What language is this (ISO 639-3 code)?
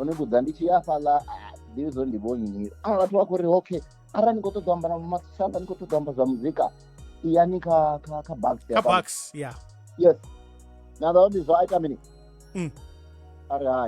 ven